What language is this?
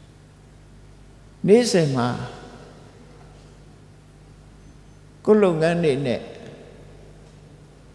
Burmese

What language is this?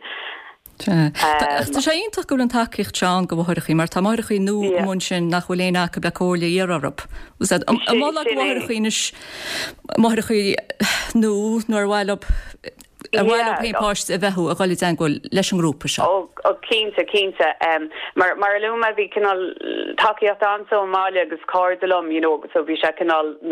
Irish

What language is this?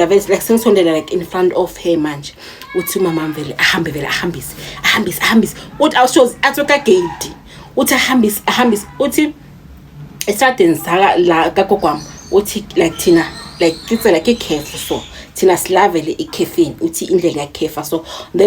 Zulu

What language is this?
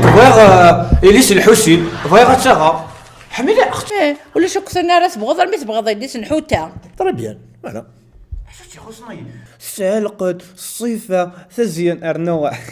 Kabyle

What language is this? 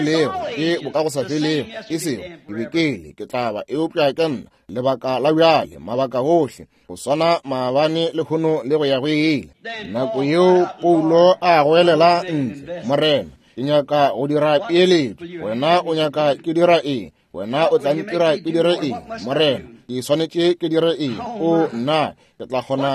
Northern Sotho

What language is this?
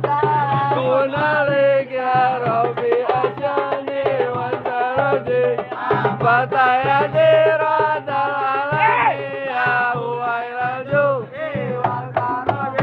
Betawi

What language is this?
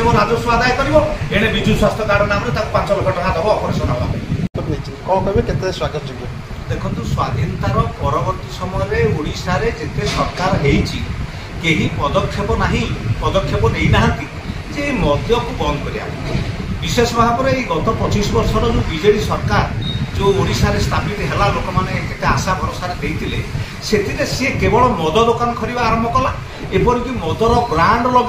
Odia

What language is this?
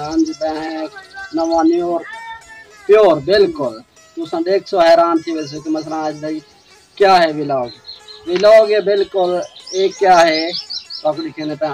Saraiki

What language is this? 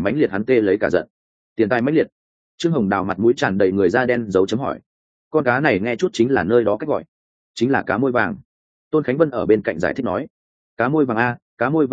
Vietnamese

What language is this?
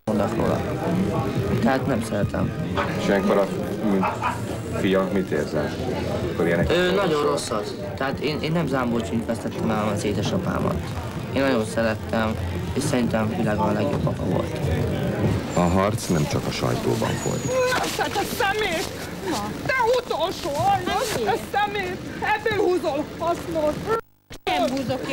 Hungarian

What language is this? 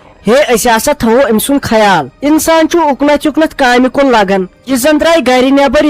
Kashmiri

